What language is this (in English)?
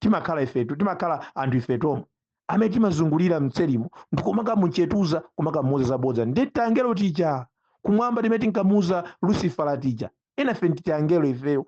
Nyanja